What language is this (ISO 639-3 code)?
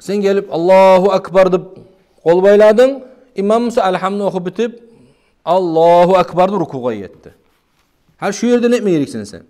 kum